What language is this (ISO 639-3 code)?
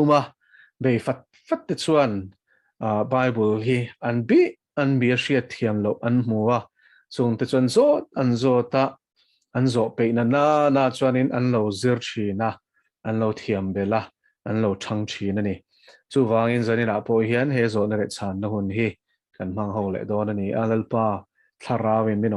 lus